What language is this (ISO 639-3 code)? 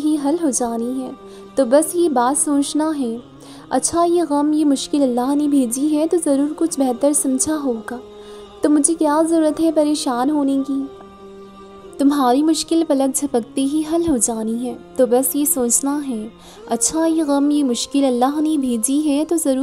urd